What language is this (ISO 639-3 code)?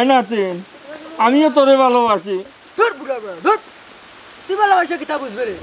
syl